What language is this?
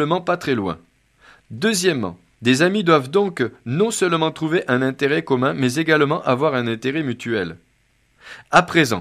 French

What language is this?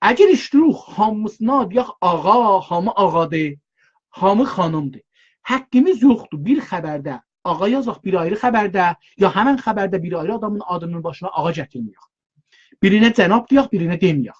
South Azerbaijani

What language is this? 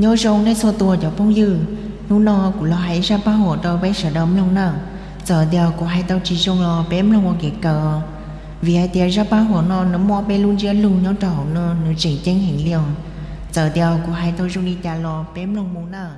Hmong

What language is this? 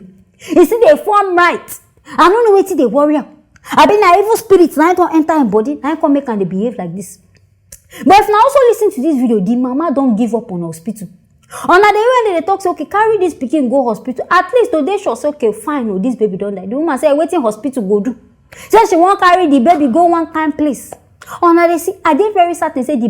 Nigerian Pidgin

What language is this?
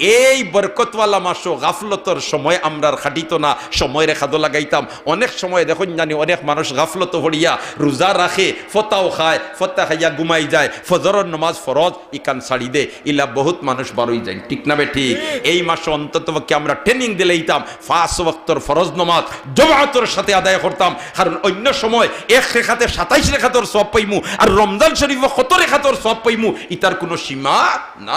Sylheti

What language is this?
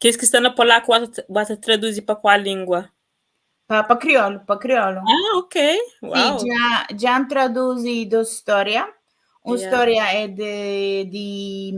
Kabuverdianu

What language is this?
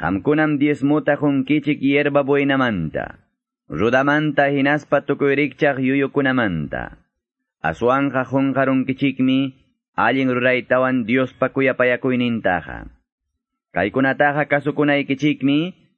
Quechua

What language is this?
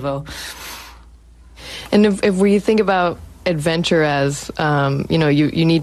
English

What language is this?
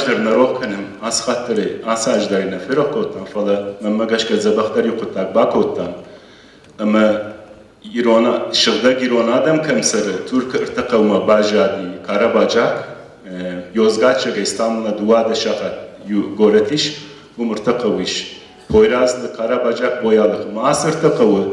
Ossetic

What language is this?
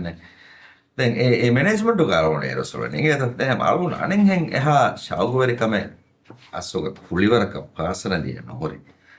Divehi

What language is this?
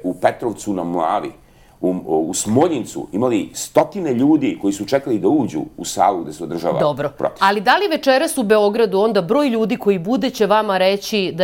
Serbian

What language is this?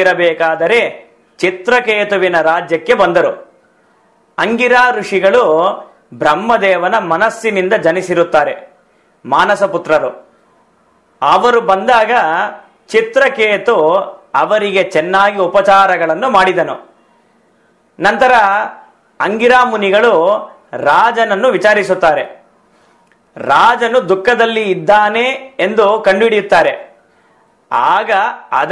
Kannada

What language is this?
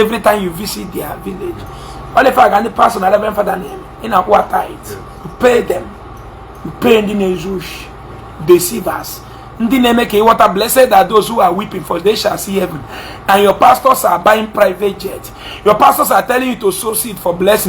Igbo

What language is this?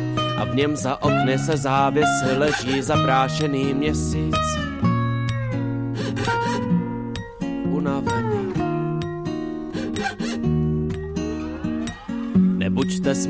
Czech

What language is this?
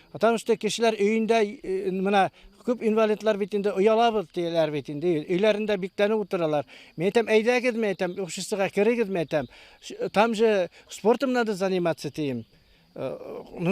Bashkir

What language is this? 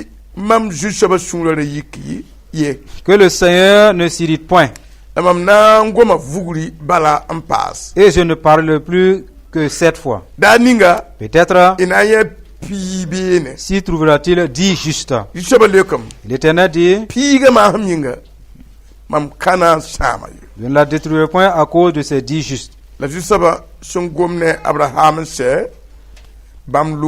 Mossi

